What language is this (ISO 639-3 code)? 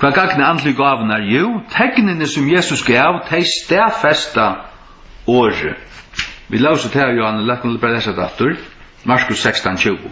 fao